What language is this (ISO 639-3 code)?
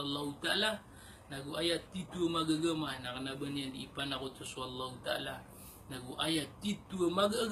mrw